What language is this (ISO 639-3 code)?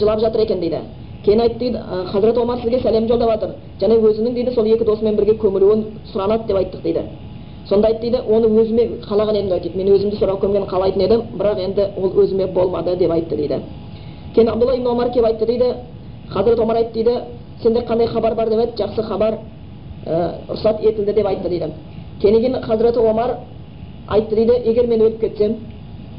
kaz